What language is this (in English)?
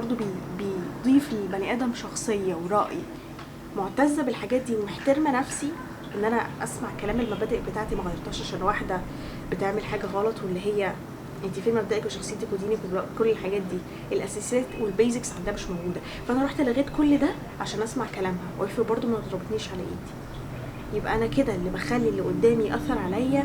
Egyptian Arabic